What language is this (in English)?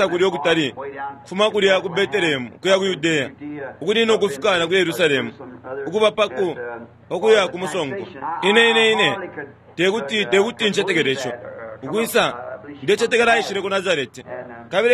Bemba